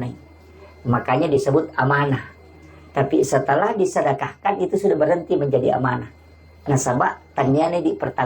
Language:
Buginese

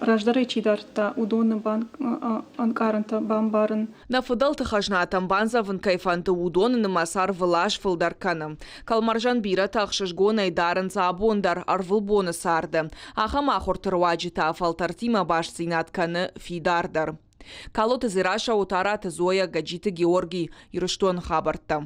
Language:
Ossetic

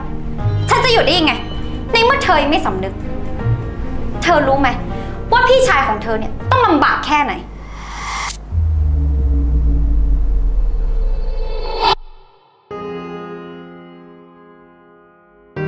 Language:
Thai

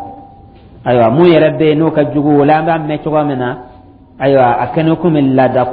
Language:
Dyula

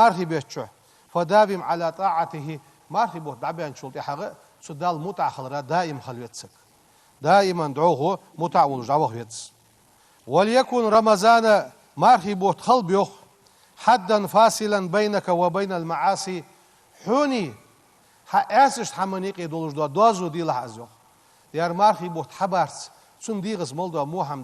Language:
Ingush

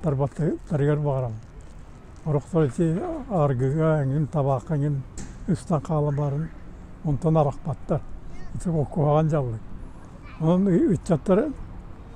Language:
Yakut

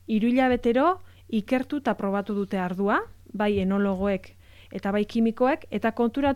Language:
Basque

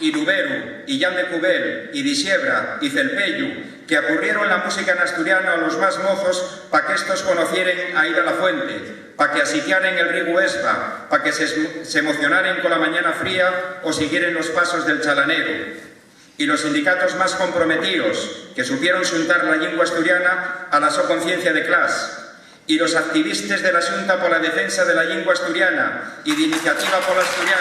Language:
Asturian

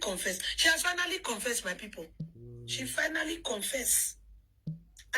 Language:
Nigerian Pidgin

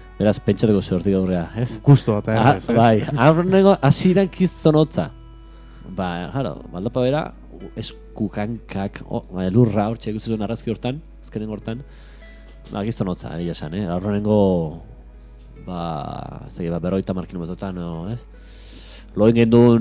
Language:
Basque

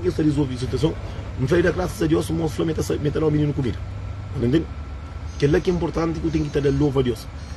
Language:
Kabuverdianu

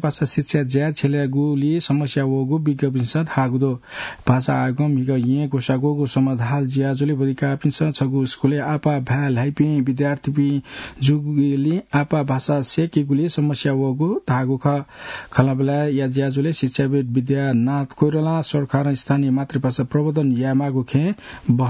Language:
Newari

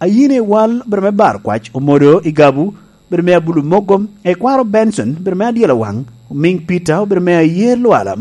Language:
Lango (Uganda)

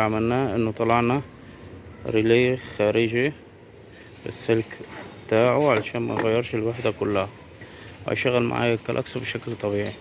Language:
Egyptian Arabic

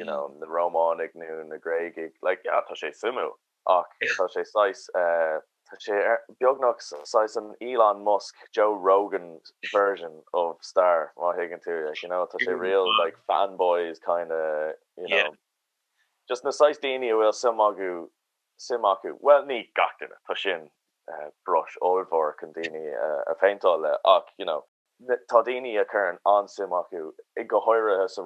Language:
Irish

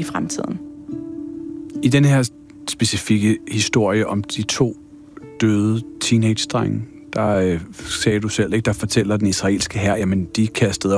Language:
Danish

